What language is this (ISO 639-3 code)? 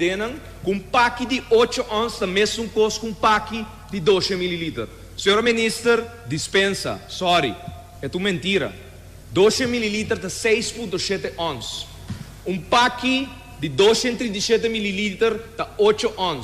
pap